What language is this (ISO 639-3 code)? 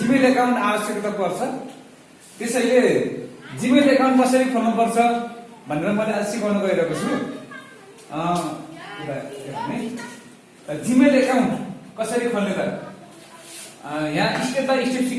nep